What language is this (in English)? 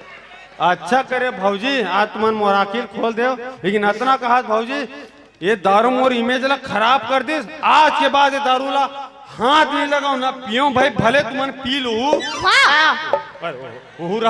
Chhattisgarhi